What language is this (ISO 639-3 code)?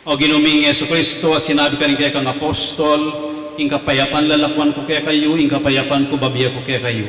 pam